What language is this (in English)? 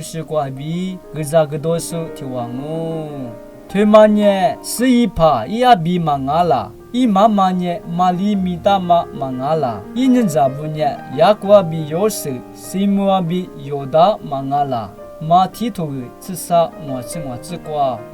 Lisu